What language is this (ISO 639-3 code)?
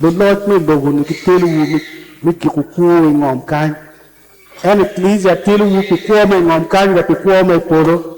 ach